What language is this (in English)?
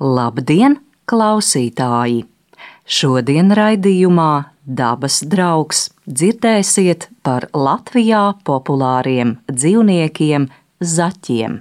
Latvian